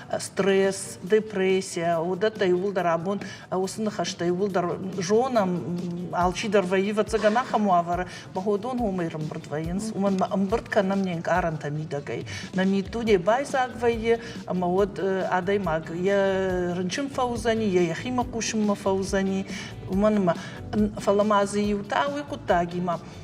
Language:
Ossetic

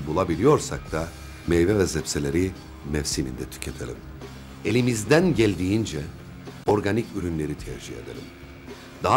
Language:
Turkish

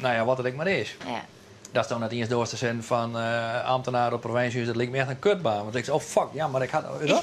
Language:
Western Frisian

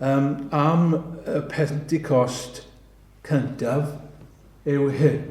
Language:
Welsh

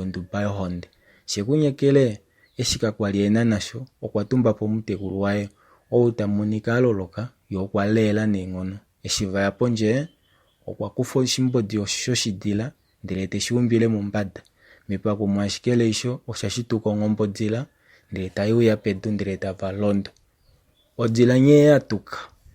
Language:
Kuanyama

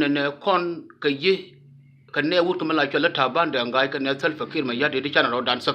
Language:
Nuer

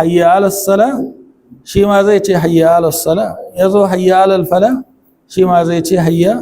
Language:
Hausa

